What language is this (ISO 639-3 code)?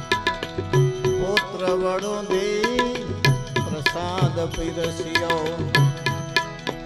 guj